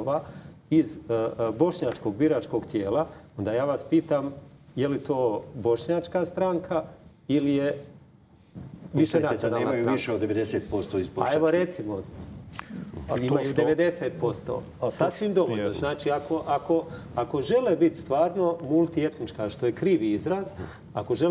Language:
Croatian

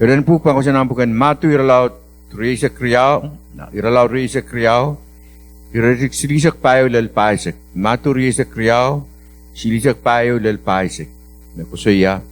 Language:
Pohnpeian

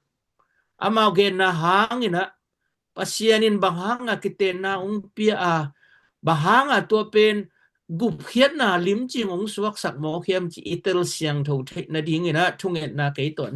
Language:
Tedim Chin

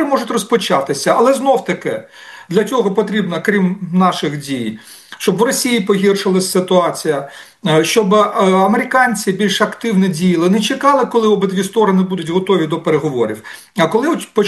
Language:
Ukrainian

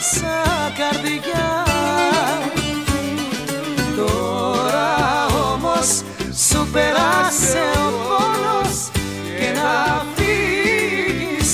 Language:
Greek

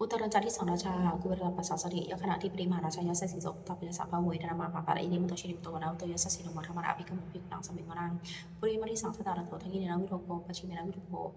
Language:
Pali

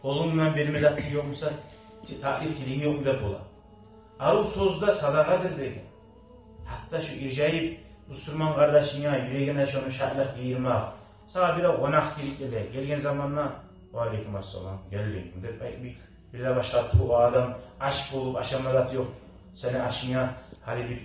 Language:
Kumyk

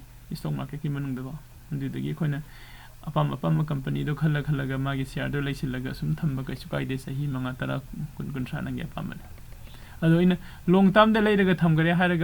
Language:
Manipuri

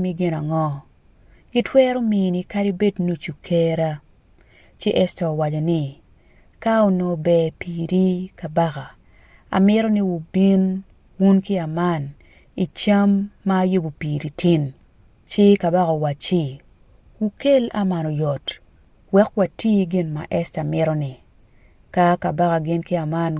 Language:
Acoli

